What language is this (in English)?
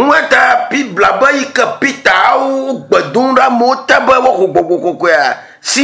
Ewe